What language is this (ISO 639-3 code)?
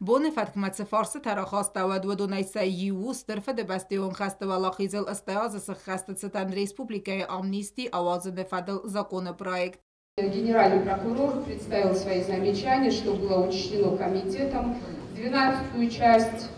oss